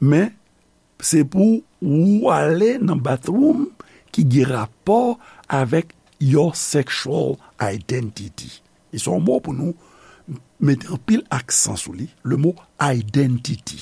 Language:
Haitian Creole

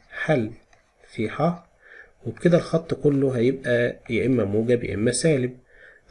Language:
Egyptian Arabic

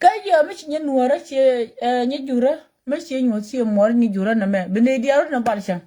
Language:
Nuer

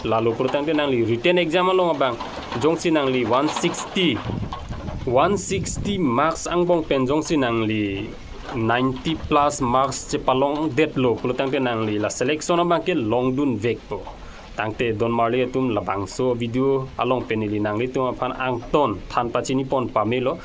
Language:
Karbi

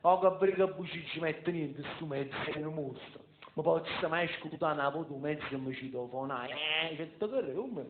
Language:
Neapolitan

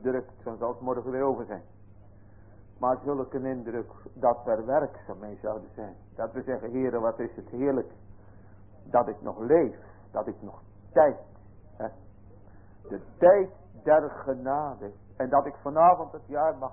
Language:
Dutch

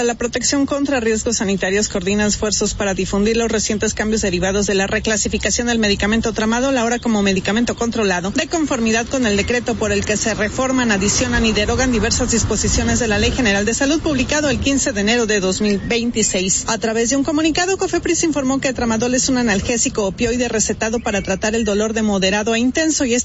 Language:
Spanish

